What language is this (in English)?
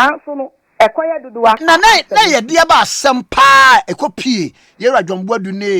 Akan